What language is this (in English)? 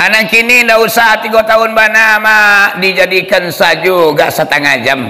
Minangkabau